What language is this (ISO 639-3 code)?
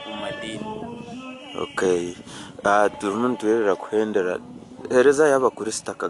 nyn